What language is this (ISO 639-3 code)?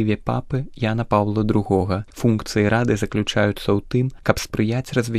bel